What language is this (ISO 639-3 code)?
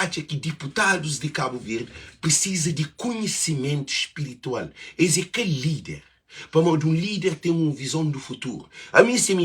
kea